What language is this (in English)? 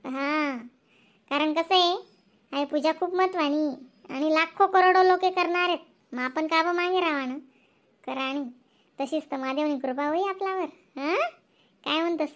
Khandesi